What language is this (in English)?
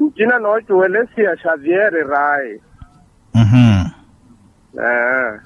Makhuwa